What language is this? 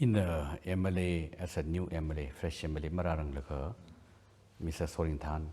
Tangkhul Naga (India)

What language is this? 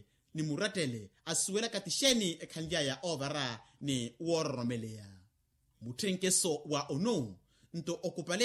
Makhuwa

